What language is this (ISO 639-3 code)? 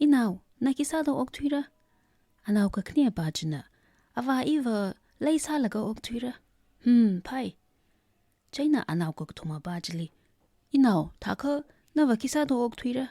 nmf